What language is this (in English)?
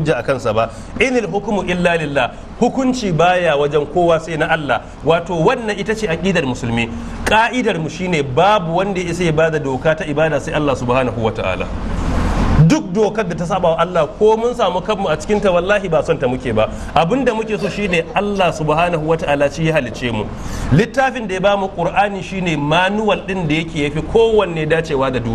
Hausa